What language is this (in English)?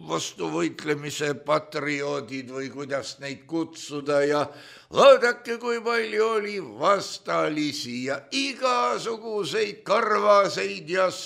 Estonian